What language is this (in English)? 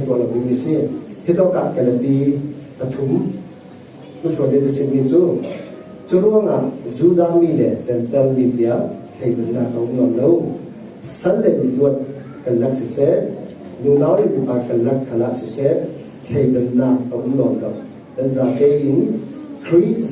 Falam Chin